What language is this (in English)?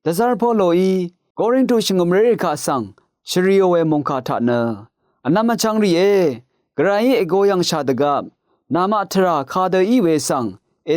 Rawang